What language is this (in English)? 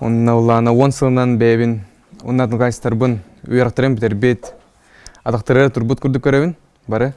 Yakut